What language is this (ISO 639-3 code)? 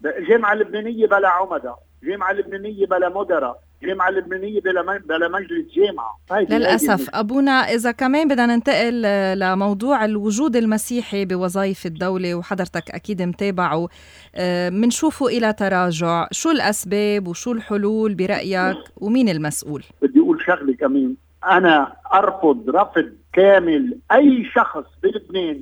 apc